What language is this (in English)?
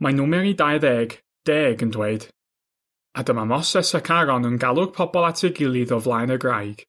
Welsh